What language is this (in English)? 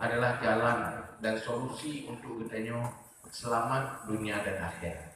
Achinese